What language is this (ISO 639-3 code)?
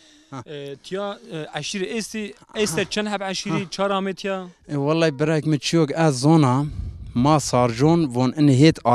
zza